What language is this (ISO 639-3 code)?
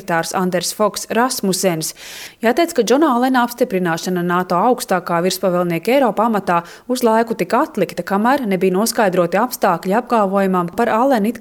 lav